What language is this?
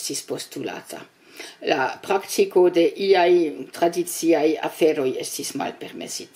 Esperanto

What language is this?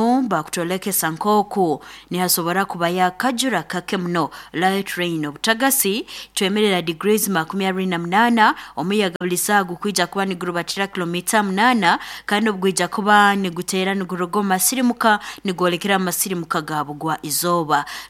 Nyoro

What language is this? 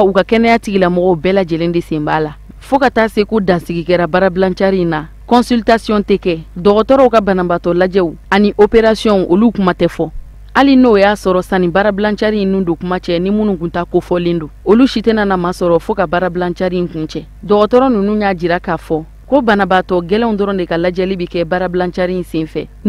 Bambara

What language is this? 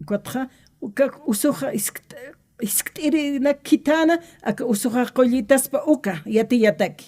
Aymara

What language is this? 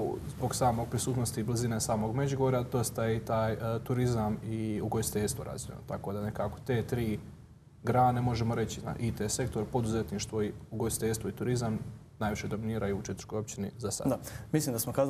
Croatian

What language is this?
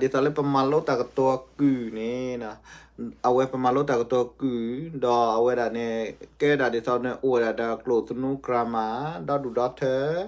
S'gaw Karen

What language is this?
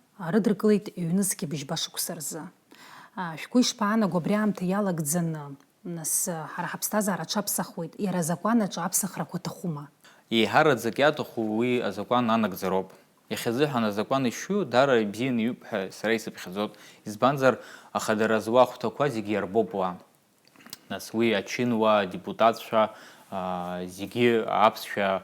Abkhazian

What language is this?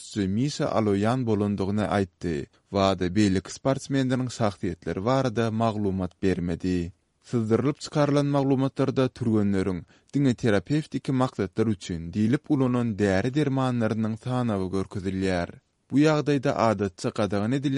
Turkmen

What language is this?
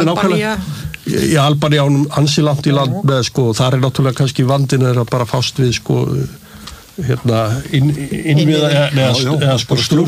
Icelandic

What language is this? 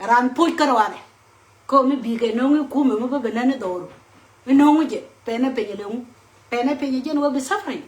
Nuer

